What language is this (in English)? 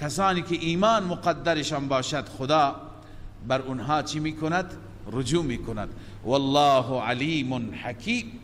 Persian